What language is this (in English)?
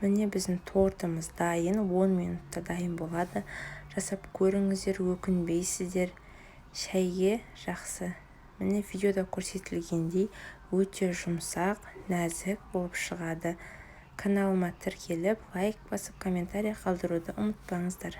Kazakh